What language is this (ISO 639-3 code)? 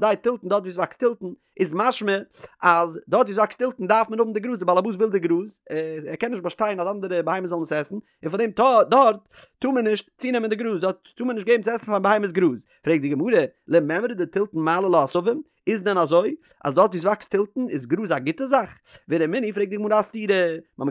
yid